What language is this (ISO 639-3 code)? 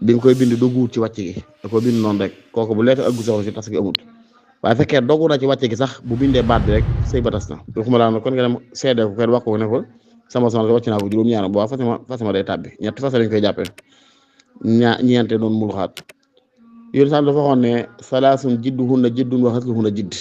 wol